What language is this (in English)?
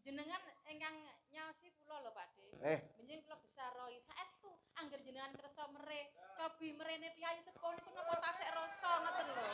Javanese